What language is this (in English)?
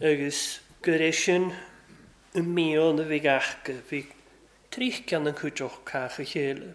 Welsh